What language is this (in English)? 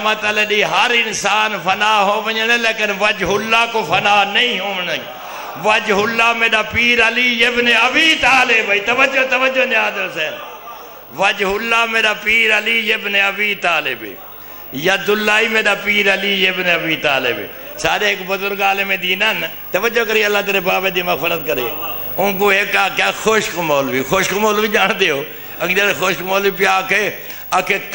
Saraiki